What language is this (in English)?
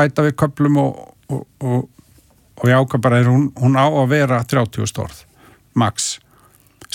Icelandic